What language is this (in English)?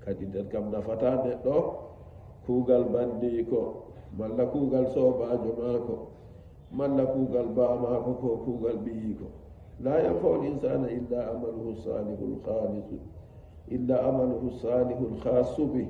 Nigerian Fulfulde